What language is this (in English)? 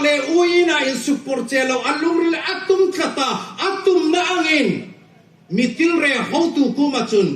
Hmar